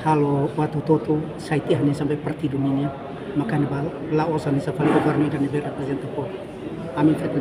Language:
Tetum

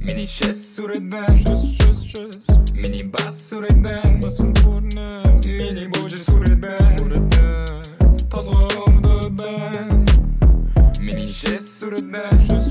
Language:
Mongolian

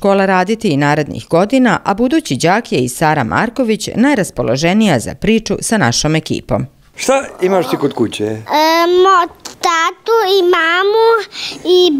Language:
Serbian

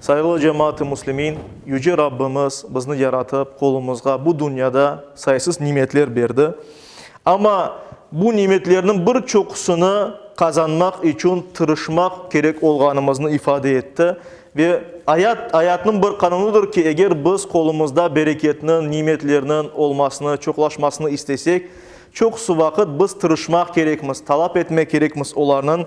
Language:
Crimean Tatar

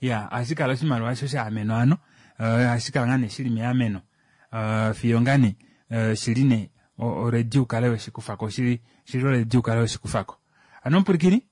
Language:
Kuanyama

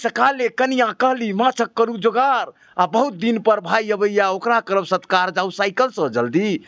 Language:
Maithili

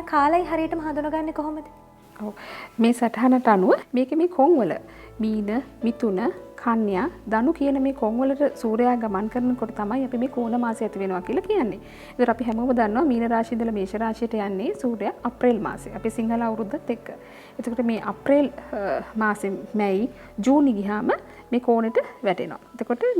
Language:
Sinhala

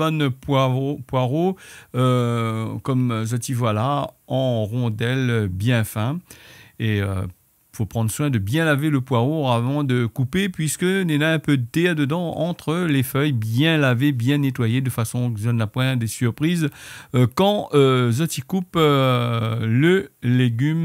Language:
Réunion Creole French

